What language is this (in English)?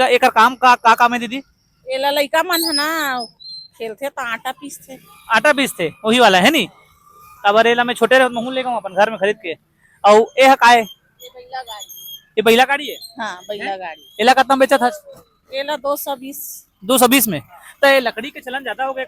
Chhattisgarhi